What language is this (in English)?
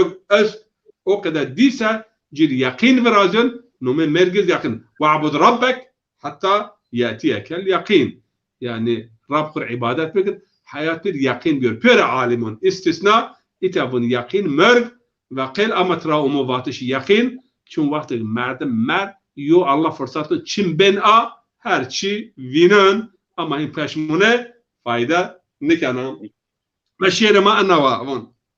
Zaza